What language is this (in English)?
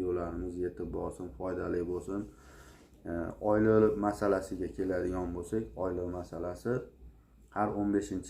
Uzbek